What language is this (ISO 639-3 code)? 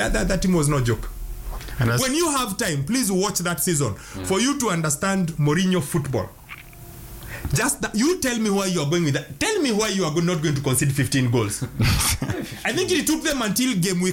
swa